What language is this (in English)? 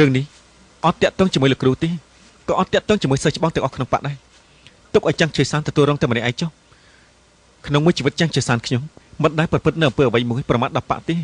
Khmer